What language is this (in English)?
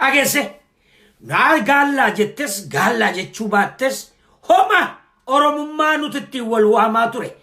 Oromo